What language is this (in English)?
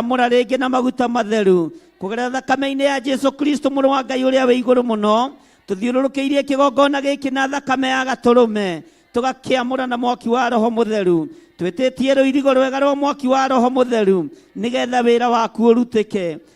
Kikuyu